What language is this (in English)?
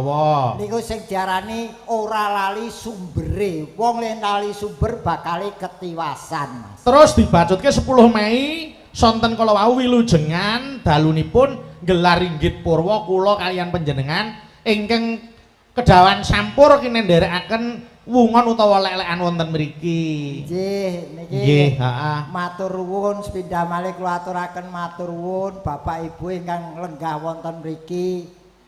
Javanese